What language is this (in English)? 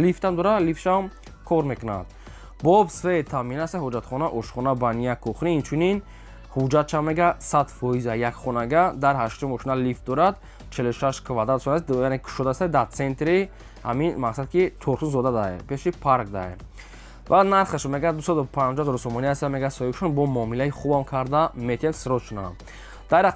Tajik